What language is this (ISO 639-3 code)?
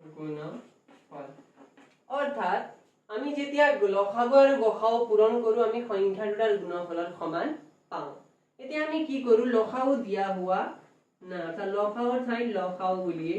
asm